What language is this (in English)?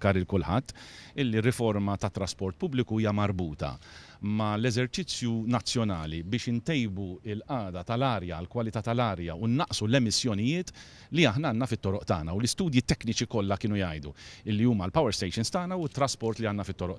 Maltese